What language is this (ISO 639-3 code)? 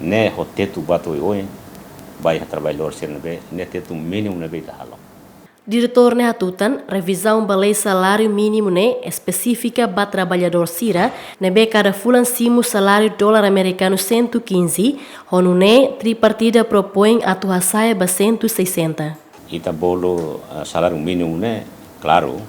tet